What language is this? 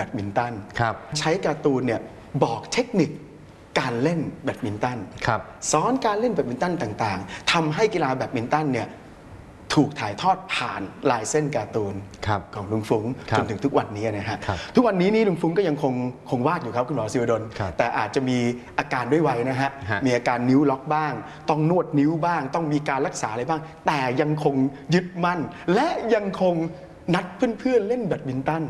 Thai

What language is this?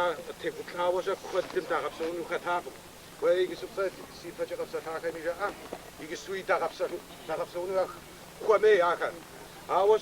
Kabardian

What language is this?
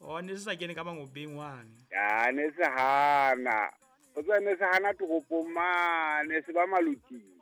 Southern Sotho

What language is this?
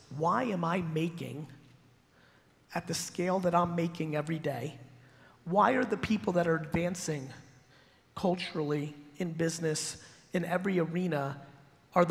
English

